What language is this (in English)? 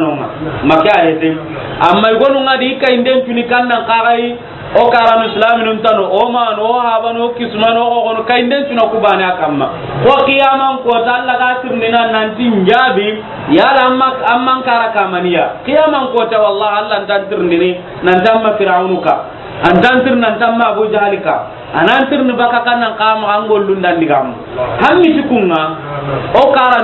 Soninke